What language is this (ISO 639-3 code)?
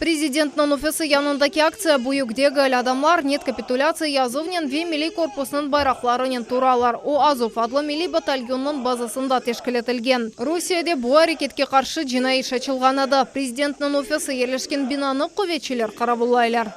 crh